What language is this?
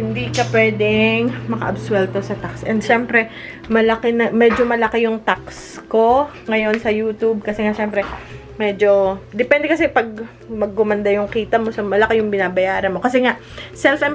Filipino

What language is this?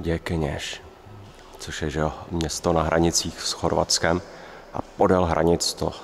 Czech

